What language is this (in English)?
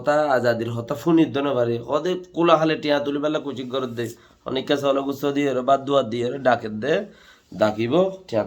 Rohingya